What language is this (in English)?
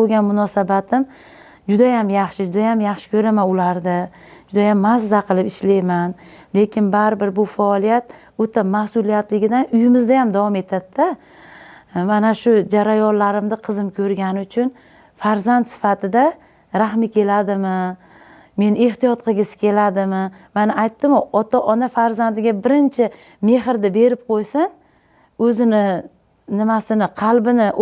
Uzbek